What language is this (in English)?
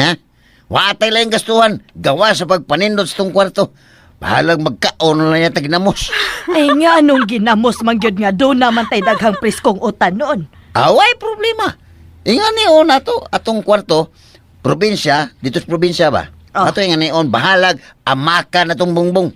Cebuano